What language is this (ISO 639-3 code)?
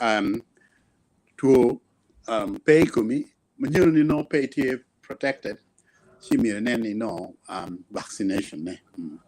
ach